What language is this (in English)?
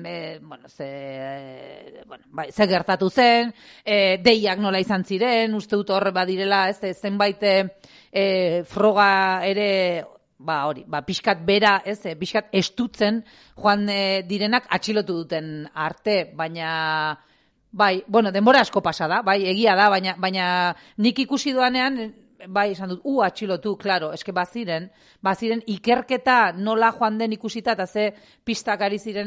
Basque